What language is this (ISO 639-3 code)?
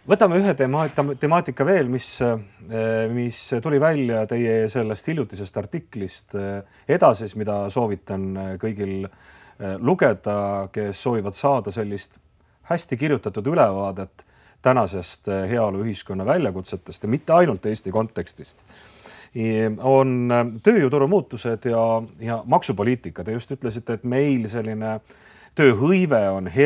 est